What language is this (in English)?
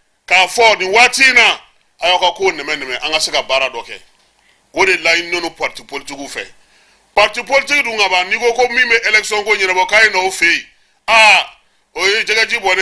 Bambara